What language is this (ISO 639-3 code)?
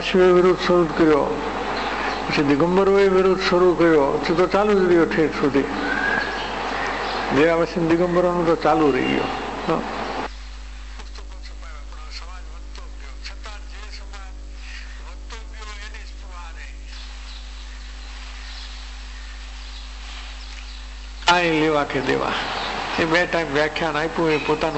guj